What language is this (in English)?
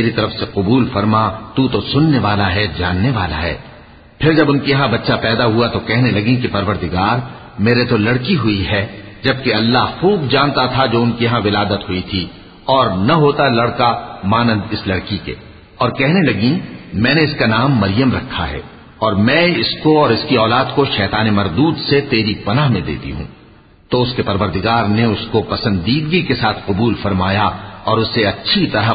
Urdu